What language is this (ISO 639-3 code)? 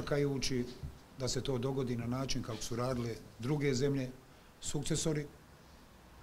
bos